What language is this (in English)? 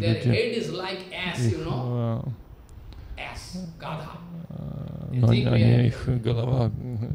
Russian